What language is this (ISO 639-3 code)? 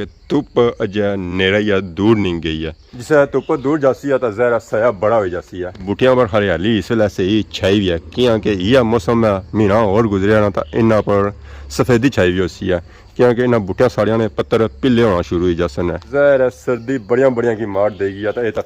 phr